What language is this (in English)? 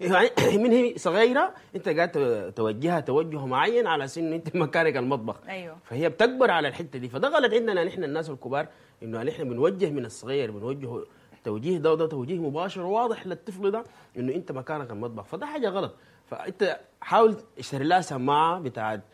Sudanese Arabic